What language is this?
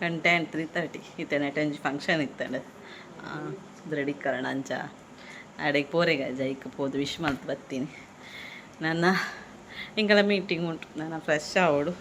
Tulu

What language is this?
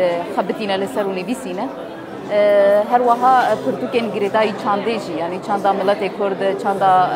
Kurdish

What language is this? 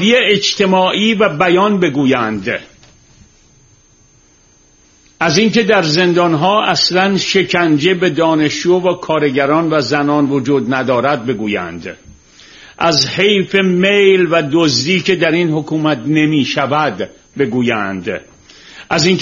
Persian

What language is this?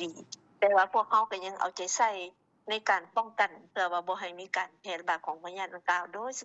Lao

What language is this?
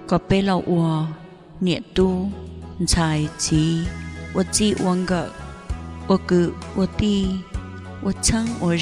Hmong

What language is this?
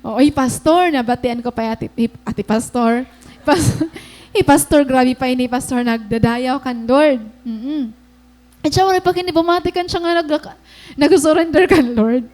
Waray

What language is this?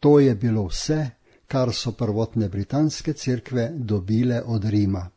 Slovenian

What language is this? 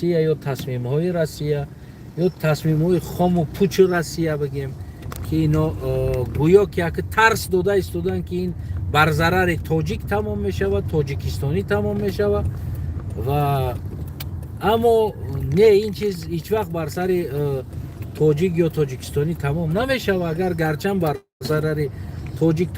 Tajik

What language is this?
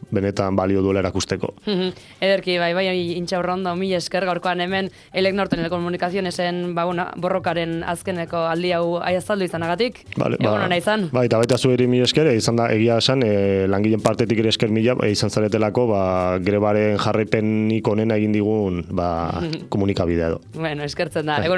Basque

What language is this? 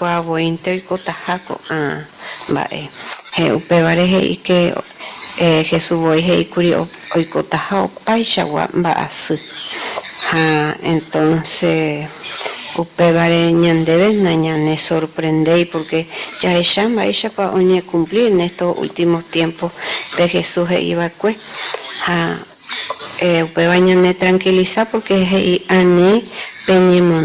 Guarani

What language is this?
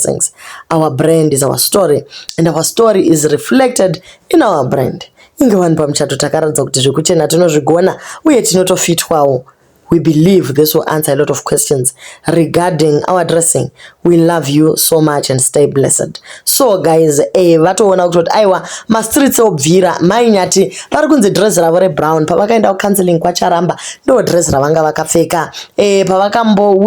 Shona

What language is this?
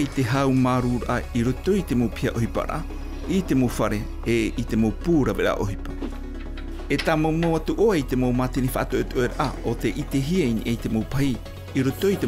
Tahitian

